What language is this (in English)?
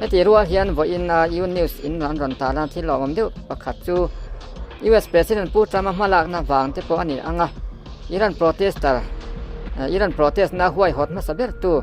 Mizo